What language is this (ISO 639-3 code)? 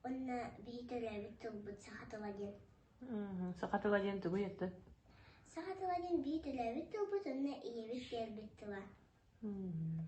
sah